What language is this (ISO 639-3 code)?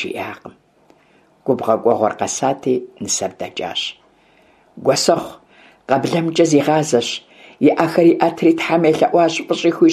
kbd